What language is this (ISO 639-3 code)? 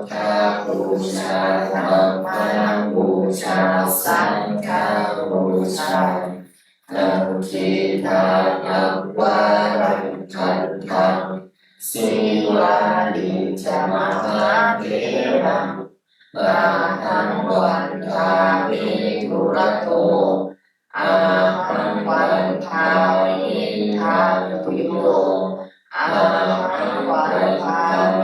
pli